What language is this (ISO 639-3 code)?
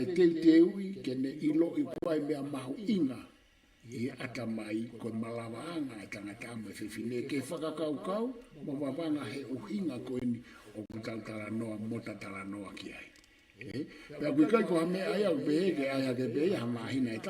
ton